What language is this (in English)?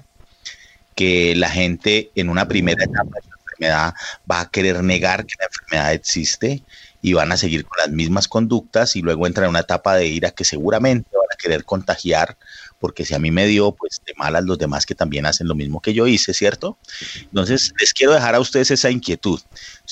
Spanish